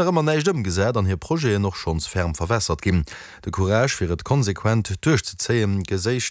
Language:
Luxembourgish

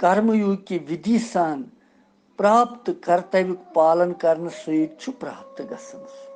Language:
Kashmiri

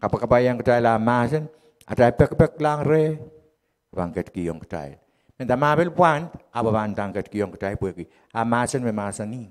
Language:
Pohnpeian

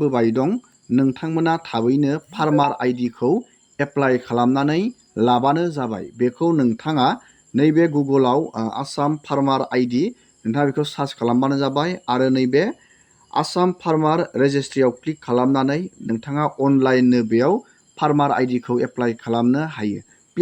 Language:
Bodo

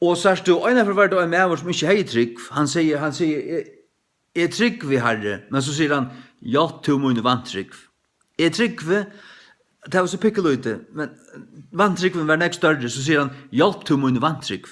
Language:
Faroese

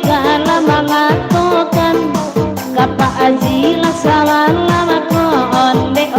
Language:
Minangkabau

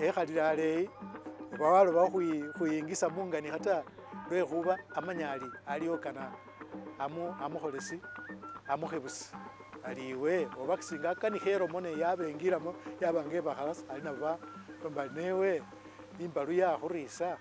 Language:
Masaaba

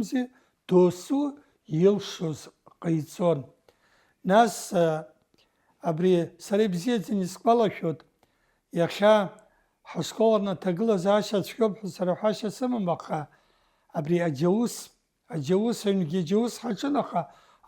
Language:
Abkhazian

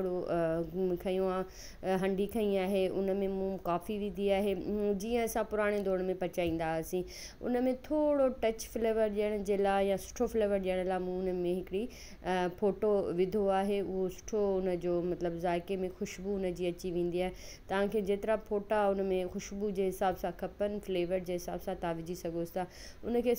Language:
Sindhi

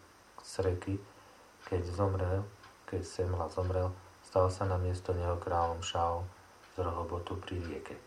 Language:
Slovak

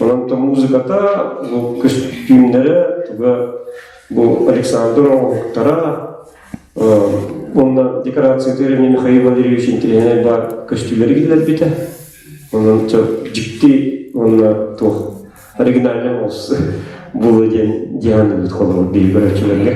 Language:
Yakut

